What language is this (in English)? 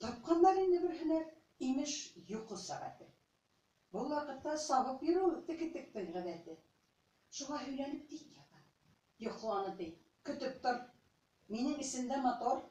Bashkir